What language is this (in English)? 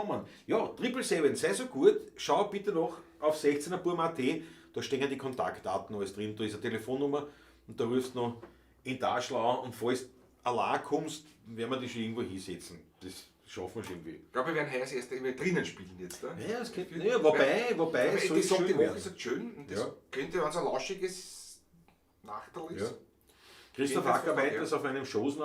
Bavarian